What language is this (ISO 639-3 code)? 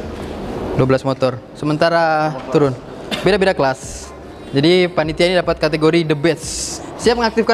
ind